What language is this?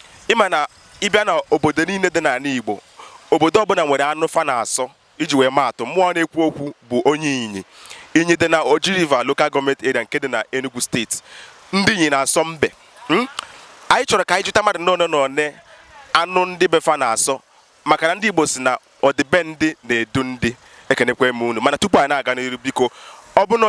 Igbo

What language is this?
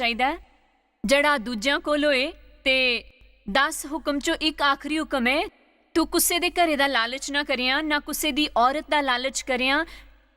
Dogri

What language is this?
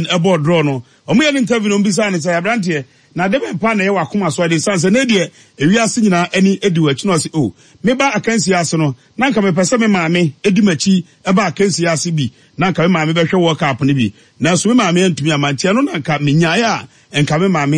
Akan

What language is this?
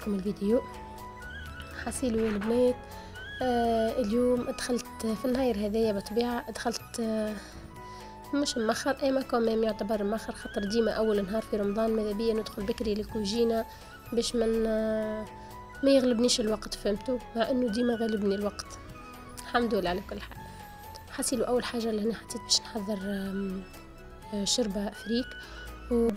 Tunisian Arabic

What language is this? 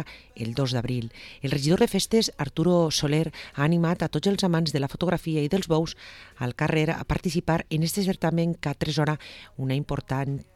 Catalan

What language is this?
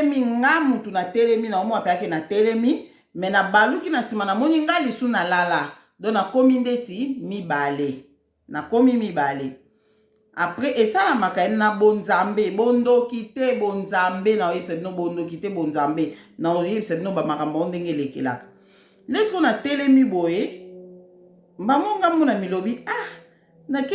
Lingala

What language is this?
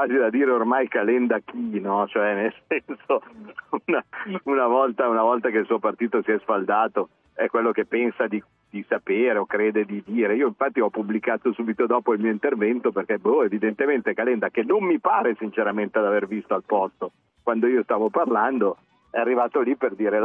Italian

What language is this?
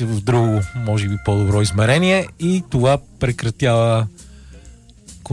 Bulgarian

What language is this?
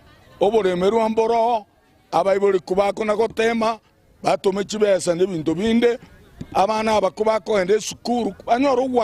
Gusii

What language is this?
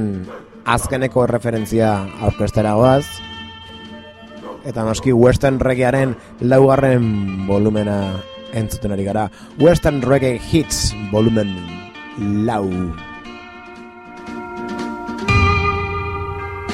Basque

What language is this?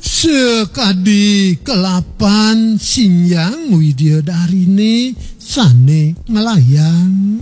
Balinese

